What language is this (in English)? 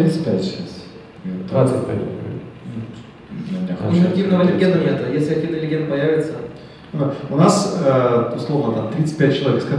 Russian